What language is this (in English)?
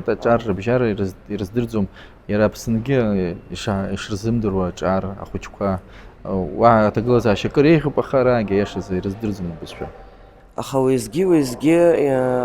Abkhazian